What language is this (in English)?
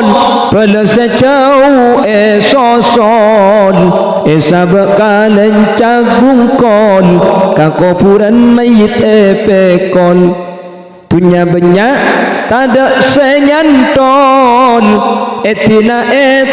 Madurese